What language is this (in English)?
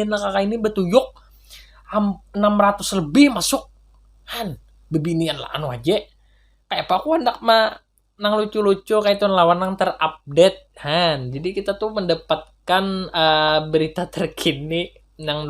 Banjar